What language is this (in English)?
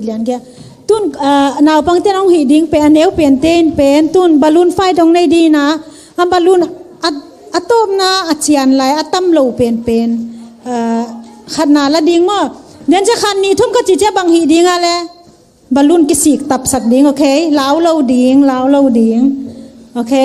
Tedim Chin